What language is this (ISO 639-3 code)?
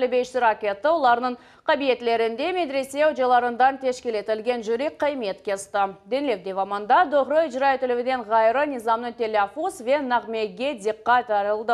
crh